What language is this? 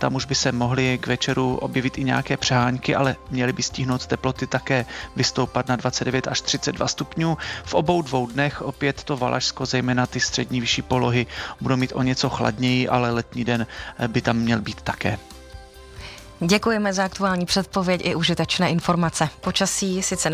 Czech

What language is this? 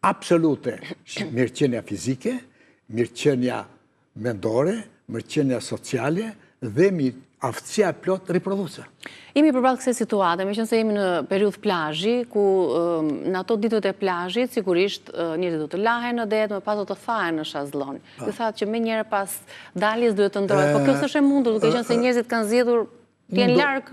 Albanian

